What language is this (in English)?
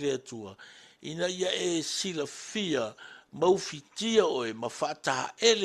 Samoan